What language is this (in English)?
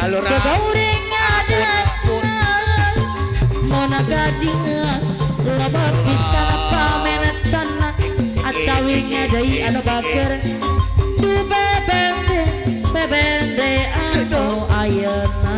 Sundanese